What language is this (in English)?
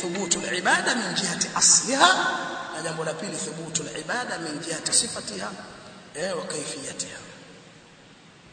Swahili